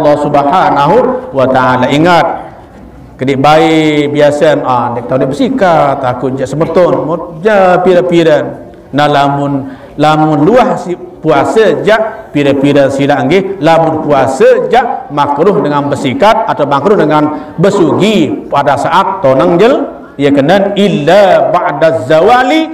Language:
Sasak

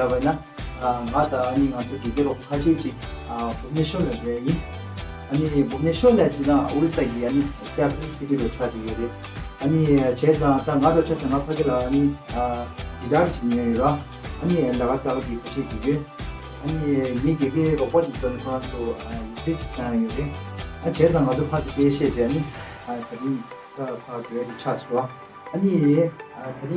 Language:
Tibetan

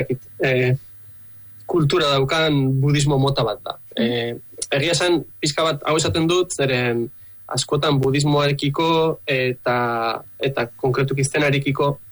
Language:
Basque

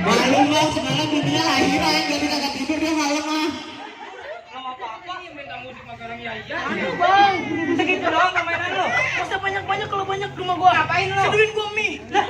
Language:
Betawi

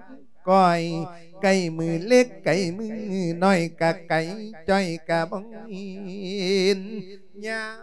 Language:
Lao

